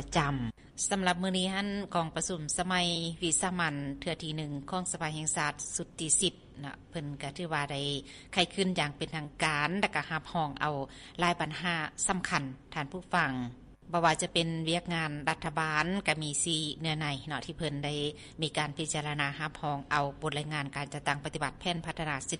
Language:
Lao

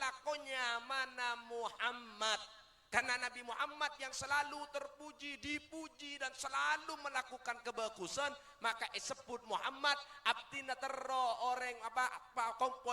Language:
Madurese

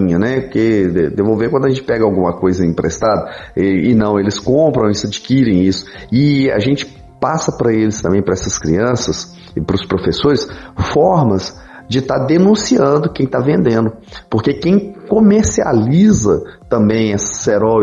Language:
Portuguese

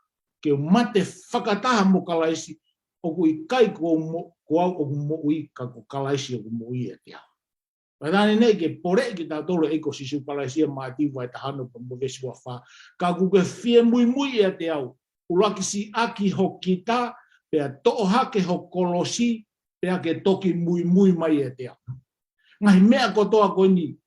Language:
Tongan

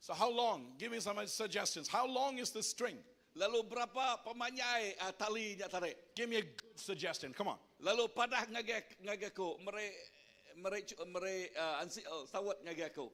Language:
Iban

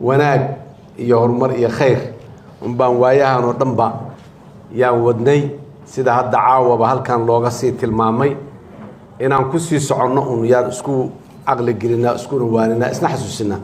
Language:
Somali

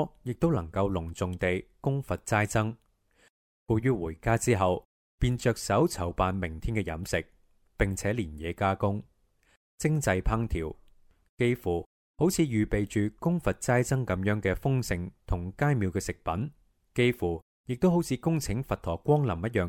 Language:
Cantonese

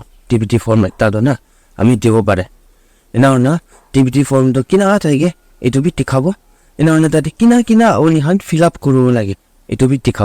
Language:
Naga Pidgin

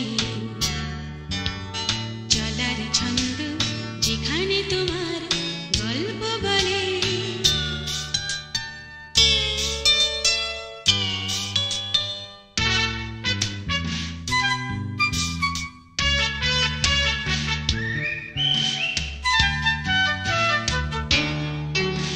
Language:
Bangla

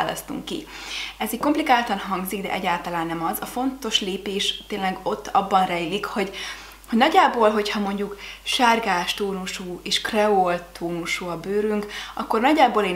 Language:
Hungarian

